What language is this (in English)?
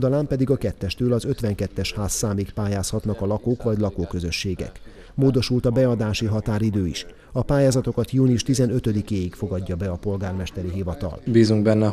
Hungarian